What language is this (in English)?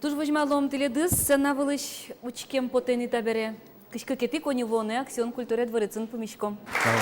Udmurt